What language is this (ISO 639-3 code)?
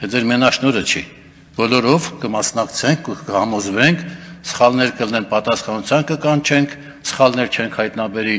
hye